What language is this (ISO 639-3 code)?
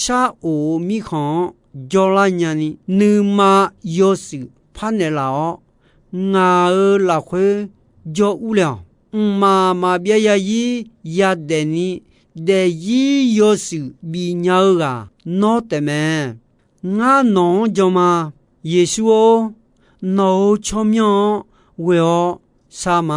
ahk